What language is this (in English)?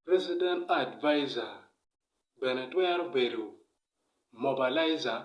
Acoli